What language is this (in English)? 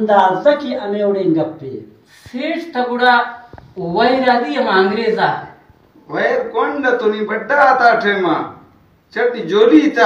Baluchi